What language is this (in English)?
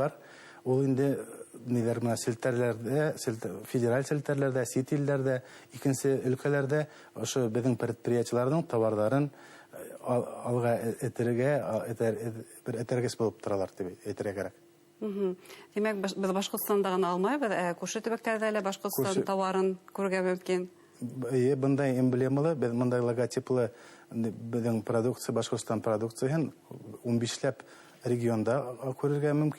Bashkir